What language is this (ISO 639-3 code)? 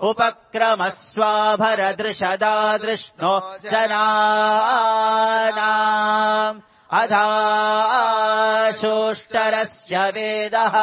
san